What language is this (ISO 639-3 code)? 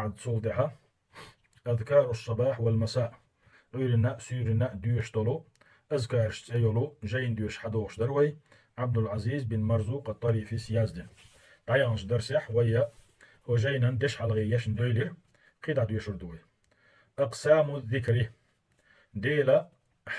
che